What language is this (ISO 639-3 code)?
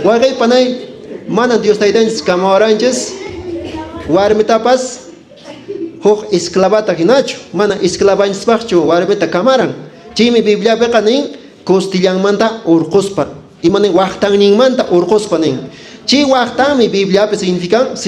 que